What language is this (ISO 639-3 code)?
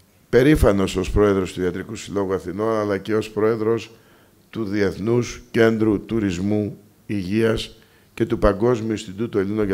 ell